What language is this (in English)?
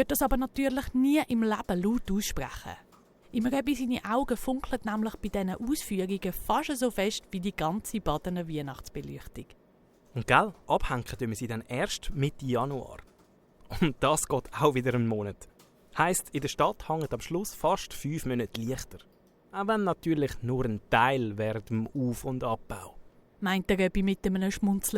Swiss German